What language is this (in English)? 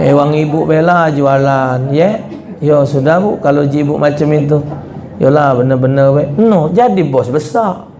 Musi